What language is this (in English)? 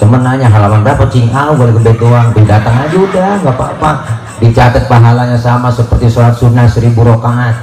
Betawi